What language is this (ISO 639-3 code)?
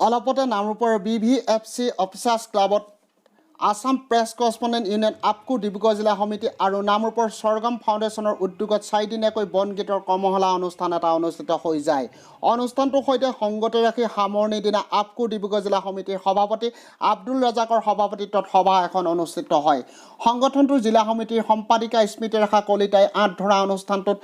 asm